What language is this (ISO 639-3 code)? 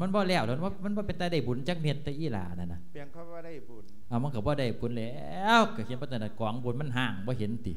lao